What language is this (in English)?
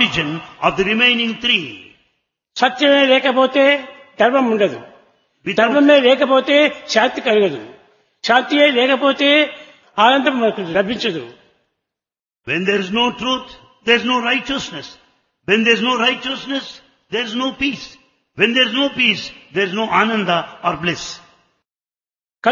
Telugu